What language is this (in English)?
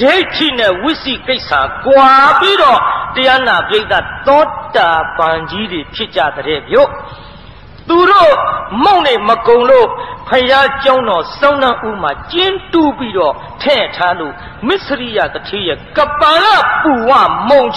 Burmese